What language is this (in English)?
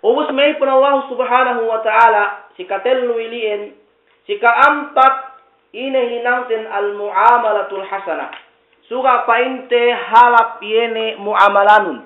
Yakan